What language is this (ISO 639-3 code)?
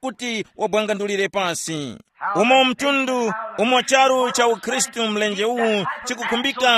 tum